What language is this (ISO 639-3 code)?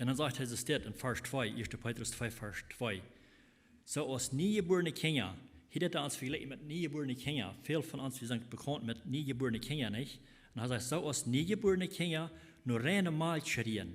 pdt